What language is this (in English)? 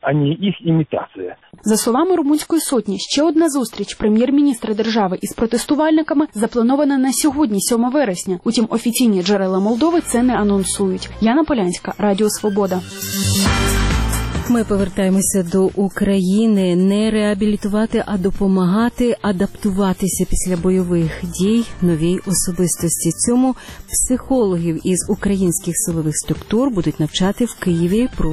Ukrainian